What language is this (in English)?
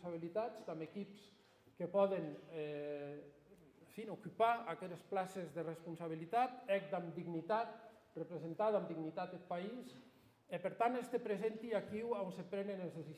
Occitan